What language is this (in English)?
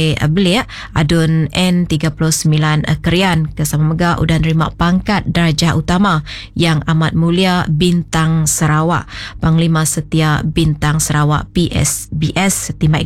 Iban